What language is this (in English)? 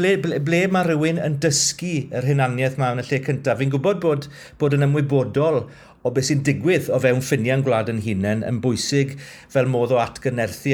Welsh